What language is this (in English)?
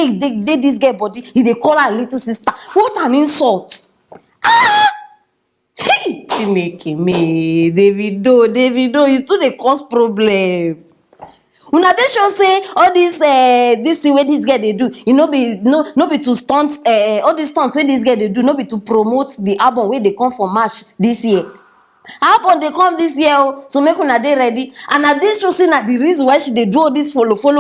Nigerian Pidgin